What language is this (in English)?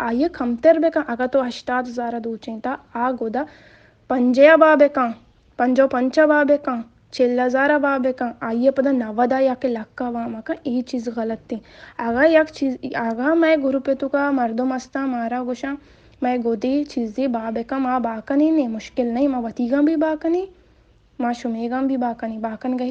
Baluchi